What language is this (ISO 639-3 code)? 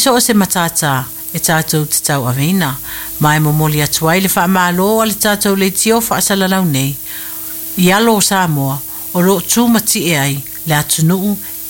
smo